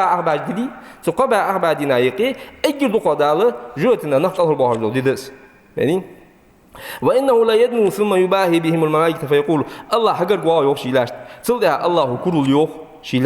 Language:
Ingush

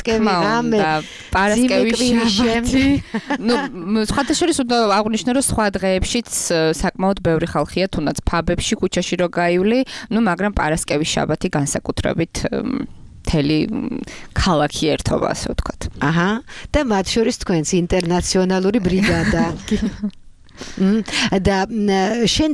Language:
Georgian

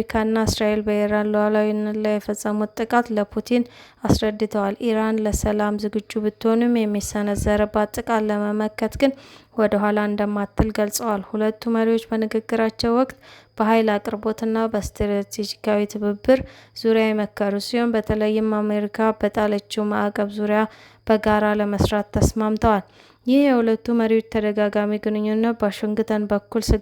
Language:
Amharic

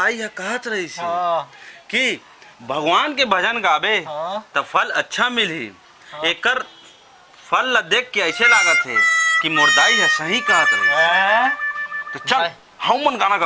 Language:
Chhattisgarhi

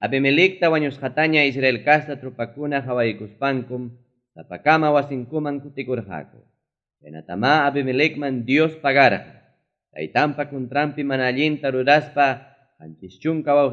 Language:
Ayacucho Quechua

